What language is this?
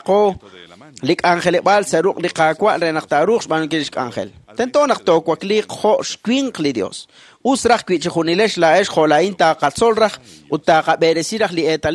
Kekchí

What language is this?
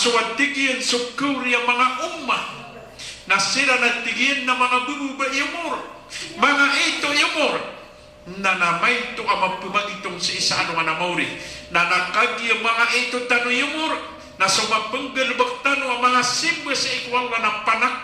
Maranao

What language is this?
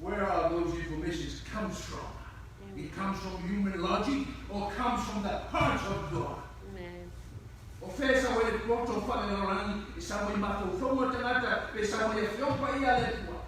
Samoan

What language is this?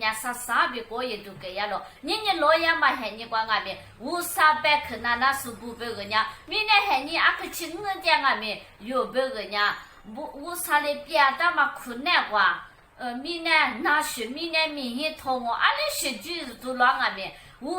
Lisu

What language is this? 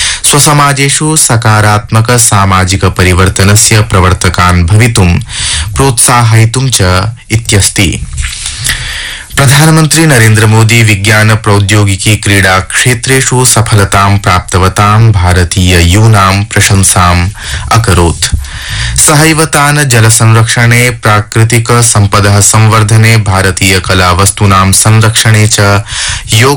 Sanskrit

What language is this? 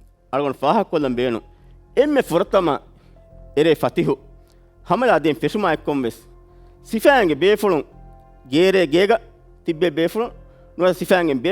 Divehi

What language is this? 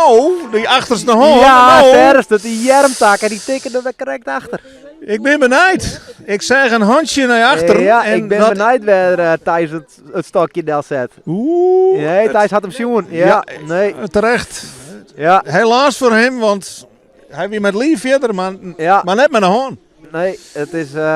Western Frisian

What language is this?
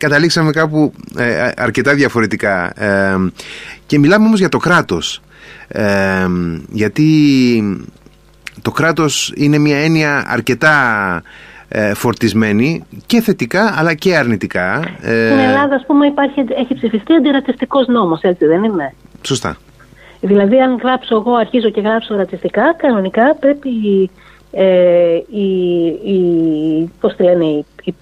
Greek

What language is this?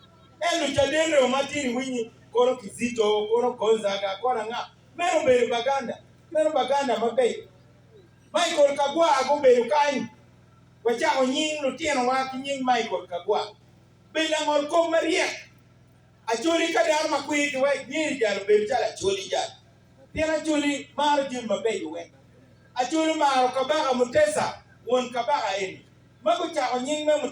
Acoli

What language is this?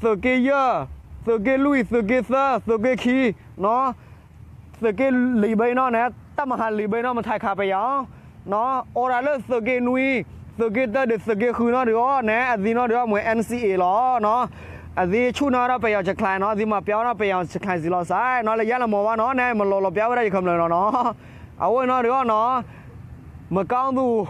S'gaw Karen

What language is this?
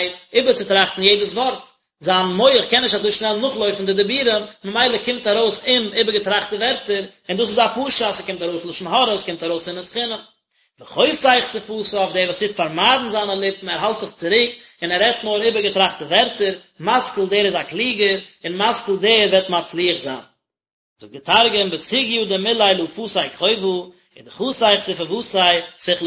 Yiddish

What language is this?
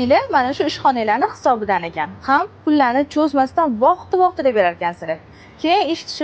Uzbek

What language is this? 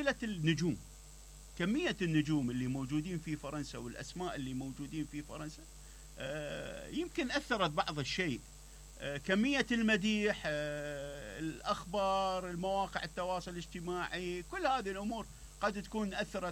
Mesopotamian Arabic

